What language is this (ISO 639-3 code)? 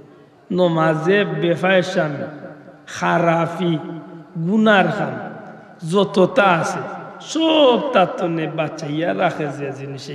syl